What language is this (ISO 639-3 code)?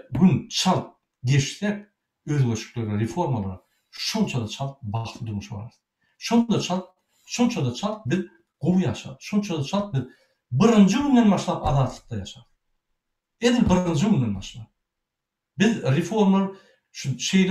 tuk